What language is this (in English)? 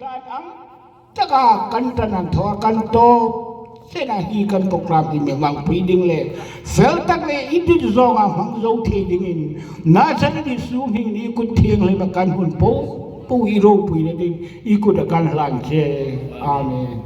Hmar